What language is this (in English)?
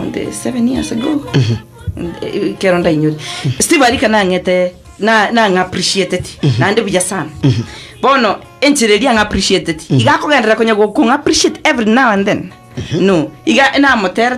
Gusii